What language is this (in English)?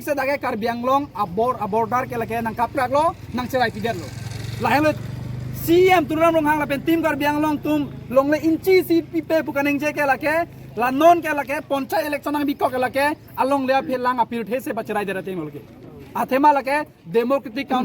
Karbi